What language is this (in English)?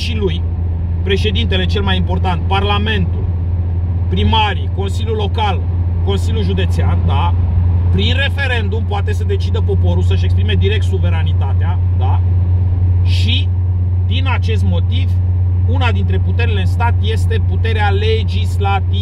Romanian